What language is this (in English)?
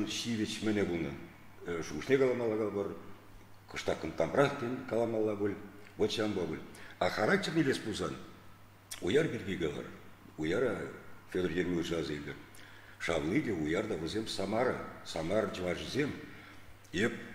Chuvash